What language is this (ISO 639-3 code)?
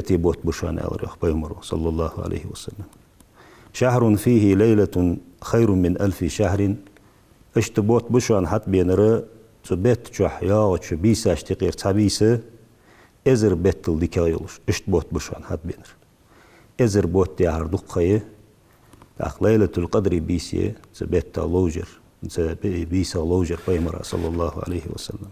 inh